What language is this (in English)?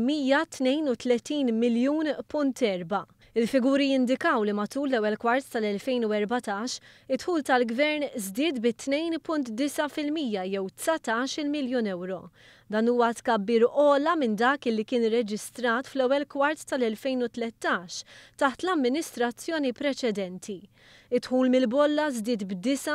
Maltese